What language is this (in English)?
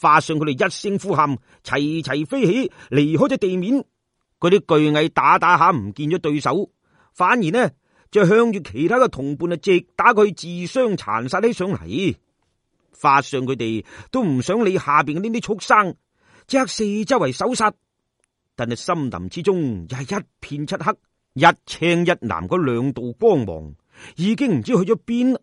Cantonese